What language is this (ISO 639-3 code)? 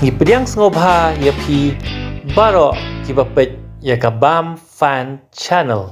kha